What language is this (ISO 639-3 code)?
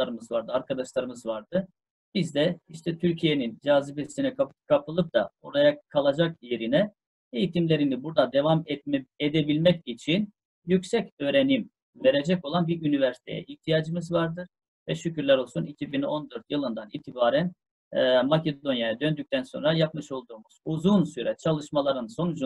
tur